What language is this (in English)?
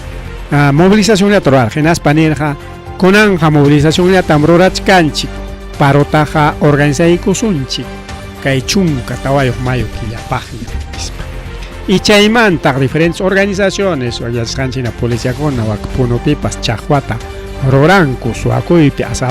Ayacucho Quechua